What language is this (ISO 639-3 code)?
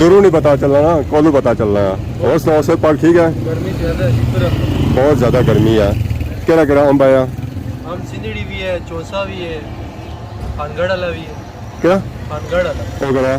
phr